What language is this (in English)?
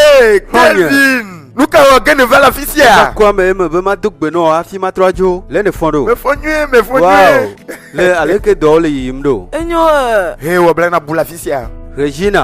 Ewe